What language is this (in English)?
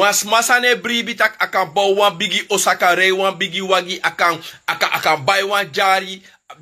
Sranan Tongo